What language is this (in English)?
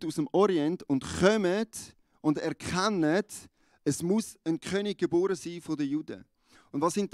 Swiss German